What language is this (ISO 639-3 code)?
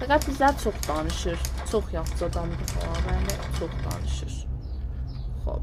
azb